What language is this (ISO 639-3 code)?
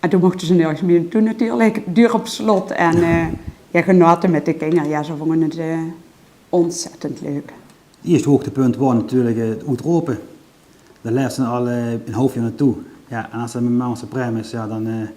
lim